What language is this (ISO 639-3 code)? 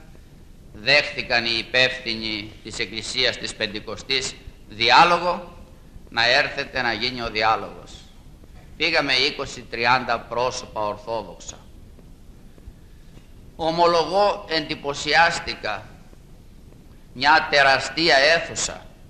ell